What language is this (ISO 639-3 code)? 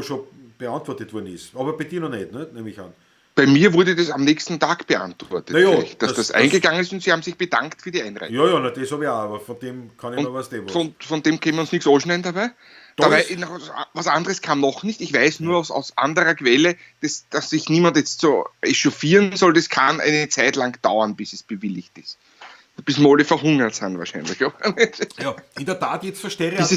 bar